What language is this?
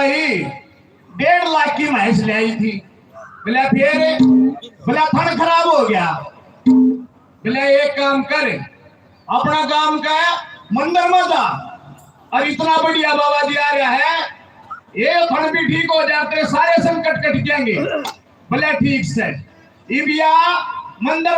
Haryanvi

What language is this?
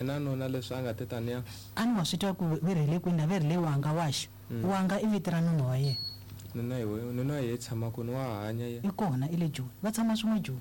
Tsonga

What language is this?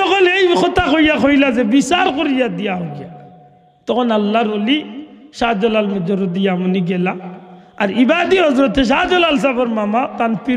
Sylheti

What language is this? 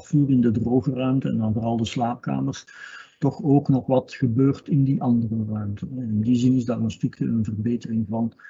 Dutch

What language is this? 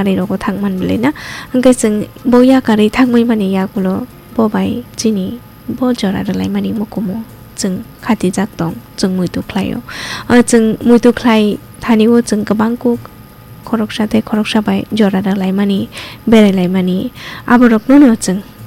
Kok Borok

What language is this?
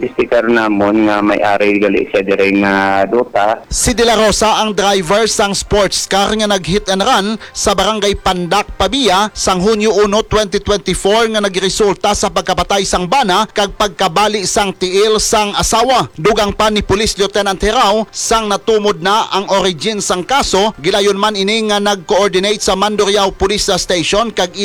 Hiligaynon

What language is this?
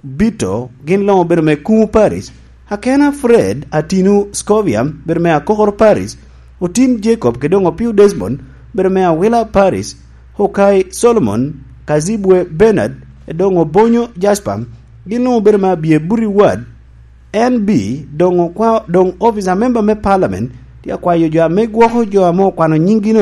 Lango (Uganda)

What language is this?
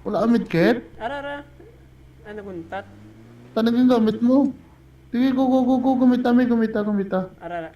Hiligaynon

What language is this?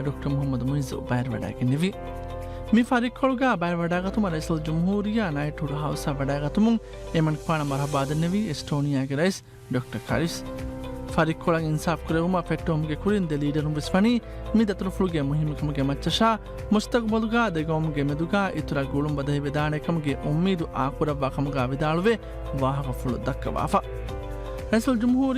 Divehi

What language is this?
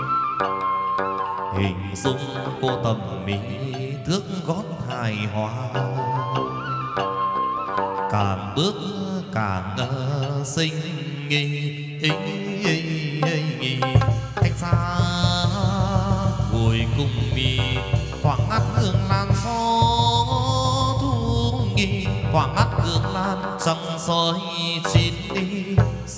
Vietnamese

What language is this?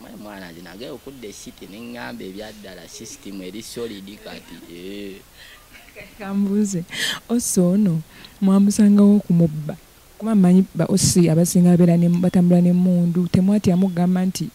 Ganda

